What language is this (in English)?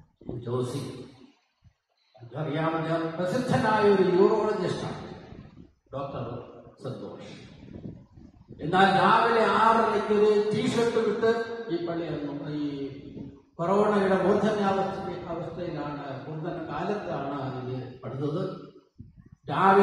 Malayalam